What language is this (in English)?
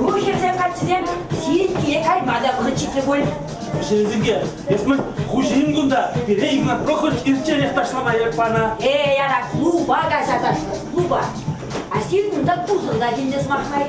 Chuvash